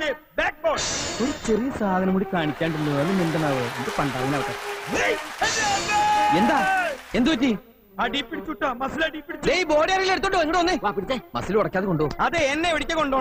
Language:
Malayalam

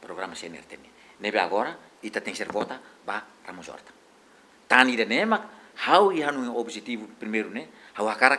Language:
Tetum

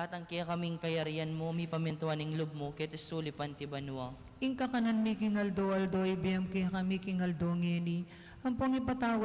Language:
Pampanga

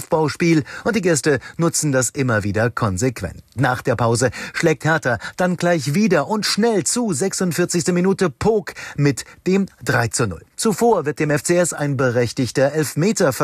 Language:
German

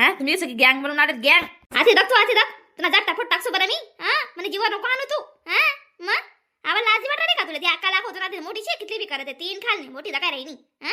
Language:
Khandesi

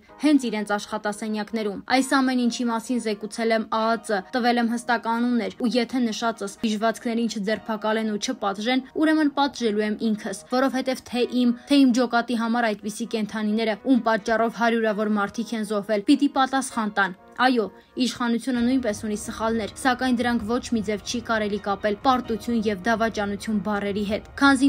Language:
Armenian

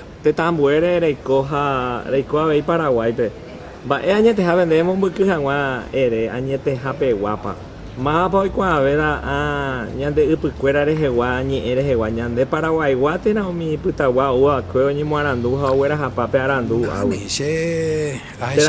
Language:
Guarani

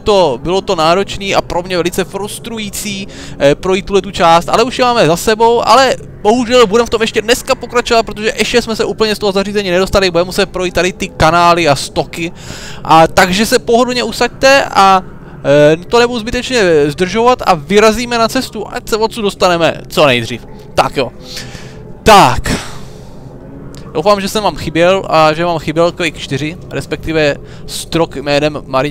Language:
Czech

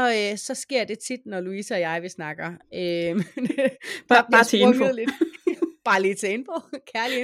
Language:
Danish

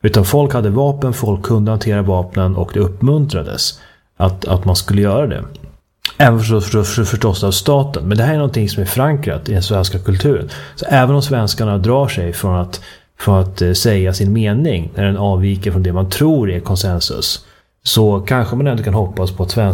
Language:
Swedish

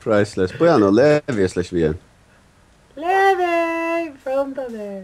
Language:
Faroese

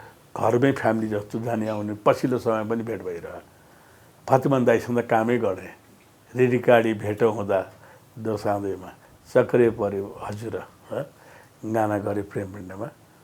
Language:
Nepali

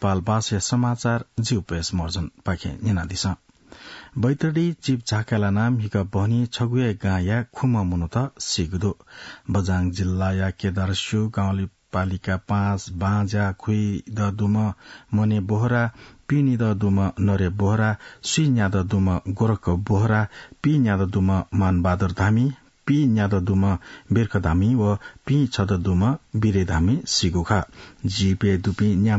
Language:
Newari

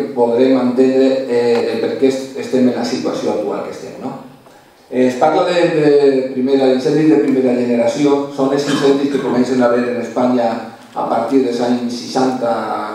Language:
Catalan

